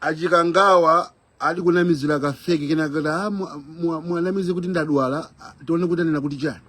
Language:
Nyanja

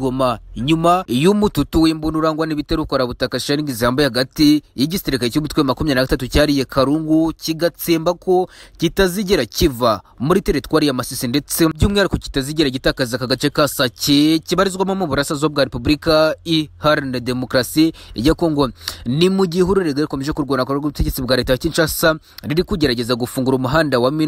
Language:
Kinyarwanda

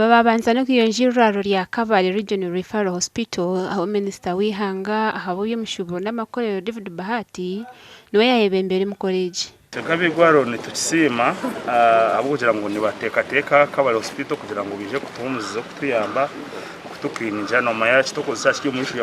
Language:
Nyankole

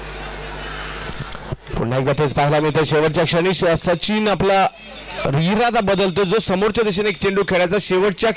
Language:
Marathi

